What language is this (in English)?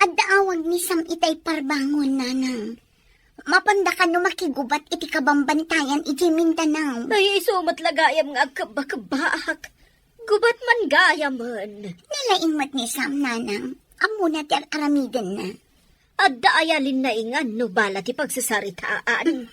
Iloko